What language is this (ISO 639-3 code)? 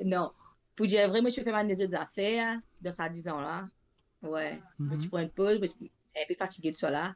mfe